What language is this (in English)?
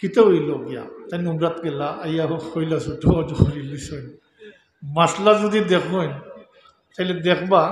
Sylheti